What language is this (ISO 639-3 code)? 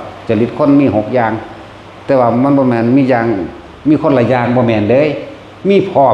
tts